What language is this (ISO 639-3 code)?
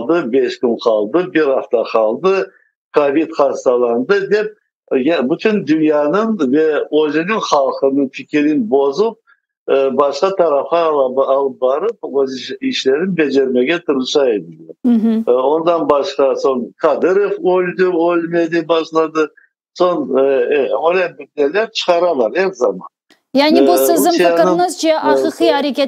crh